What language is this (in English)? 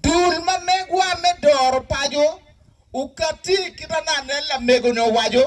Acoli